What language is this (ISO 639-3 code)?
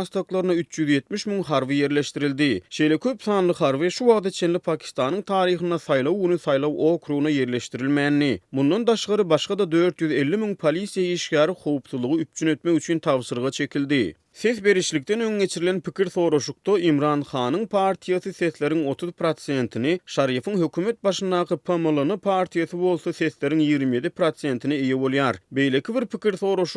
tuk